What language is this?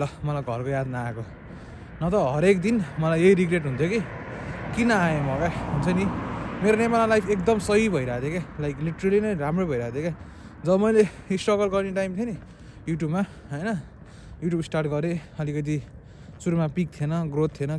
Nepali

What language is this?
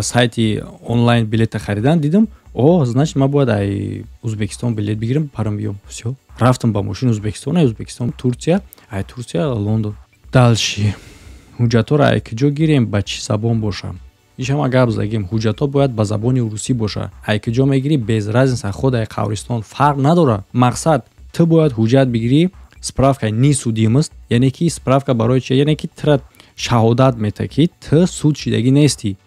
Tajik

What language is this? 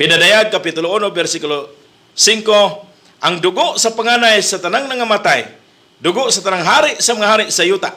Cebuano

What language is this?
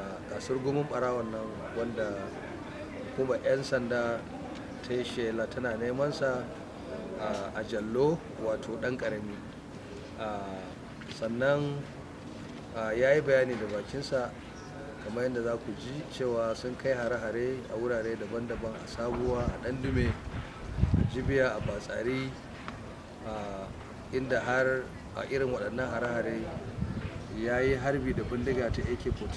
Hausa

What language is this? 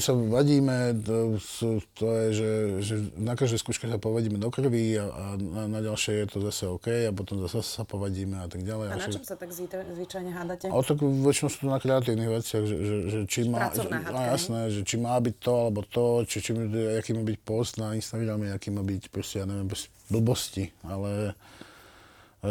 Slovak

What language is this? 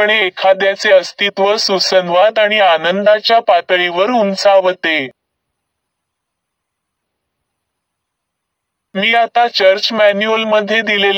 Marathi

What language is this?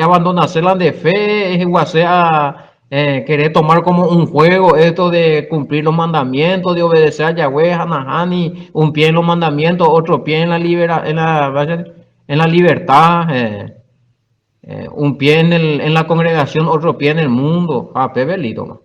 Guarani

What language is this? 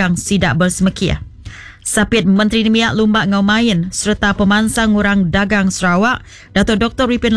Iban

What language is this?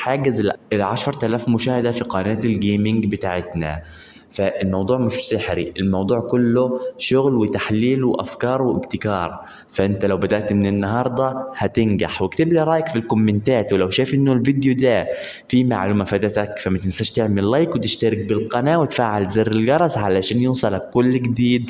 Egyptian Arabic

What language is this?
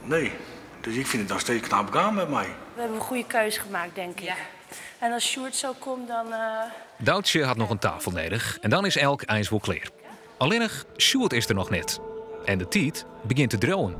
Western Frisian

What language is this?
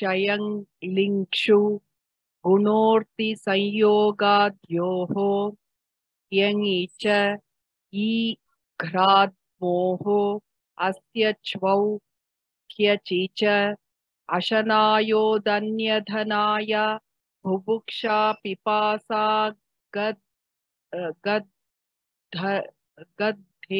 Sanskrit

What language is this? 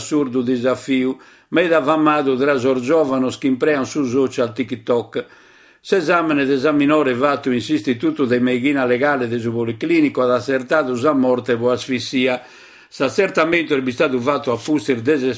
Sardinian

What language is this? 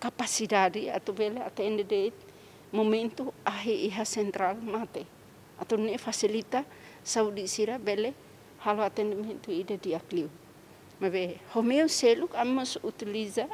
Tetum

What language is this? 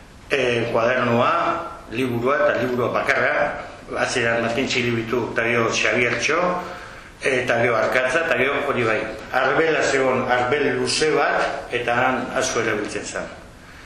Basque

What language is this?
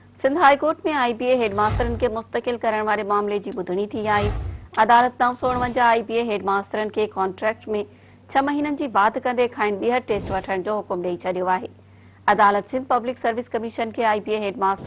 Sindhi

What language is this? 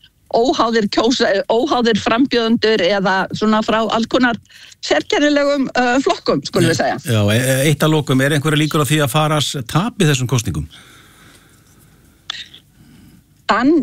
Icelandic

